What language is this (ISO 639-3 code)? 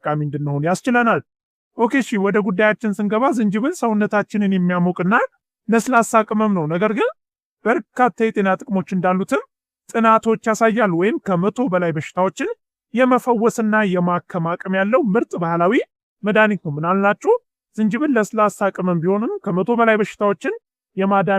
amh